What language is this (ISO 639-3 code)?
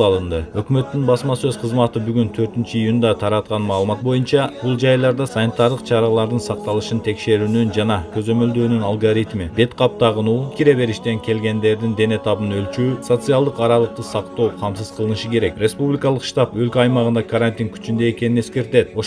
kir